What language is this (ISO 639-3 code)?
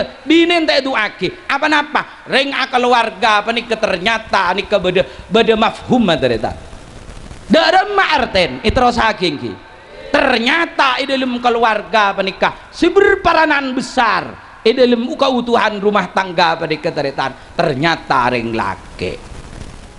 mad